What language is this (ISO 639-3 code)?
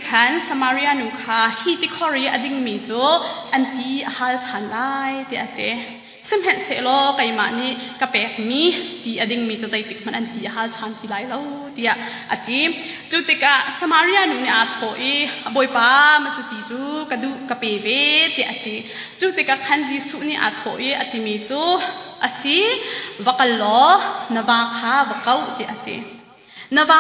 cnh